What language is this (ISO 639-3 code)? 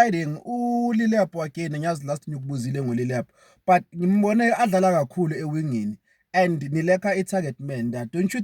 zul